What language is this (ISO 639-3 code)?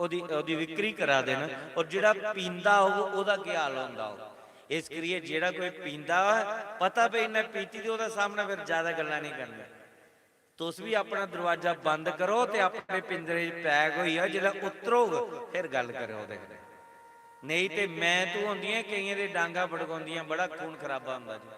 doi